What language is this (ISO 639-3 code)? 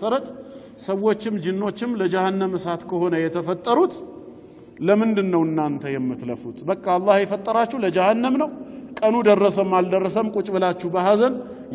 amh